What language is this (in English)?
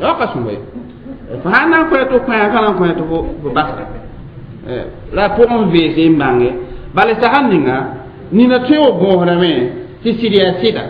Mossi